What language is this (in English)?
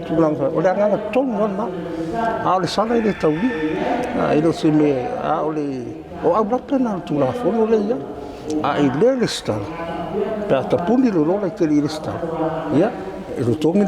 Samoan